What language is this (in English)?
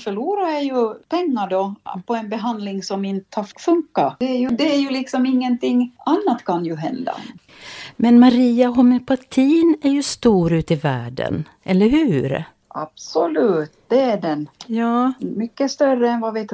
Swedish